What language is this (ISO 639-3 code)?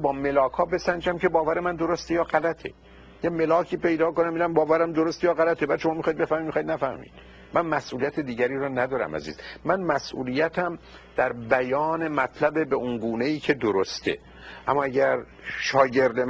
fas